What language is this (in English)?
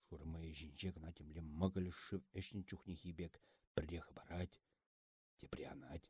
Chuvash